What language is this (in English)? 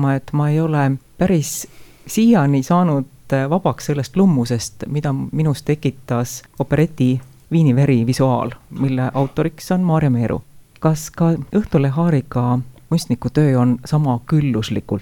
Estonian